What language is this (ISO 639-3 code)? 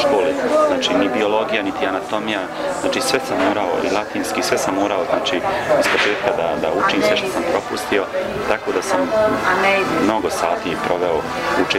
bos